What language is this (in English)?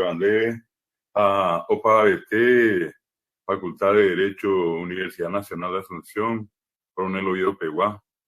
Guarani